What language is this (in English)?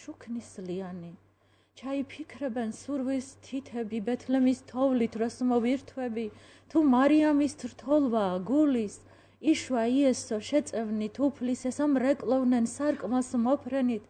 Georgian